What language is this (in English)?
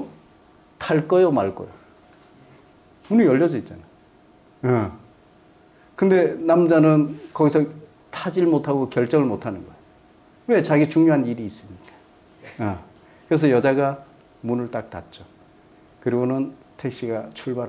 Korean